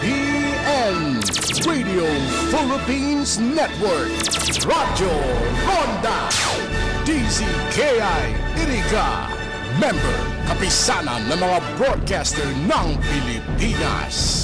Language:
Bikol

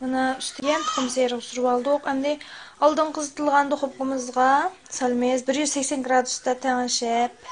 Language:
Uyghur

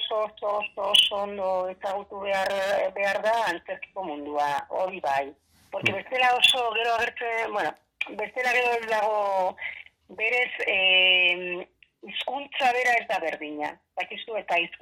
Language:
Basque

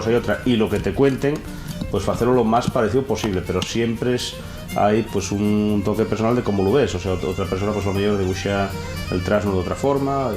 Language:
Asturian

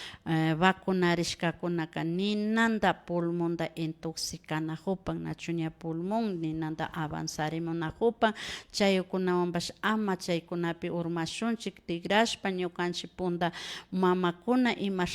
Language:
Imbabura Highland Quichua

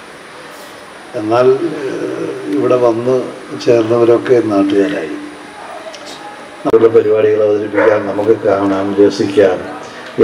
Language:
Malayalam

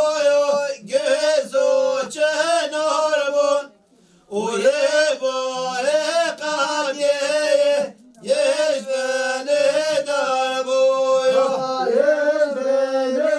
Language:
Kurdish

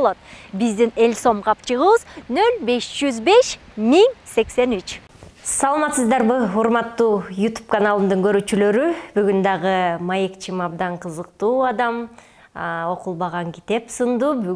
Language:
Kyrgyz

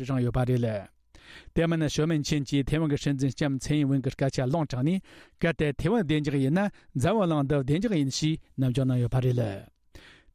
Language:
Tibetan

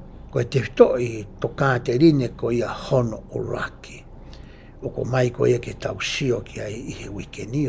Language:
Tongan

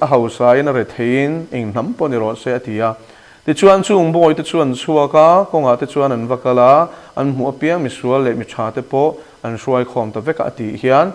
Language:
Mizo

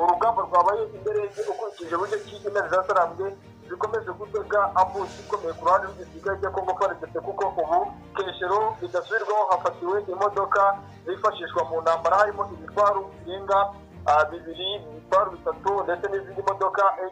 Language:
Kinyarwanda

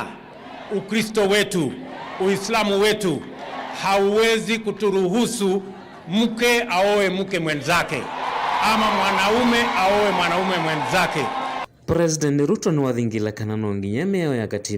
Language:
Kamba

